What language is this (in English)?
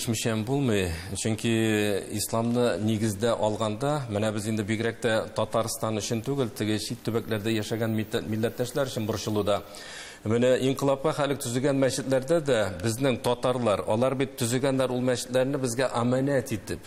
Tatar